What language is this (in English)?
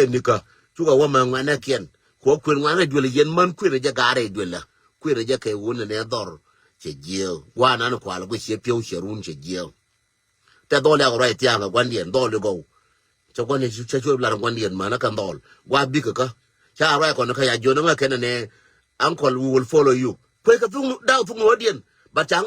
Nuer